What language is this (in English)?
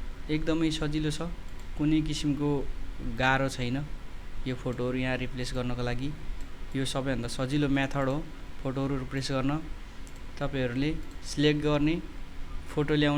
Nepali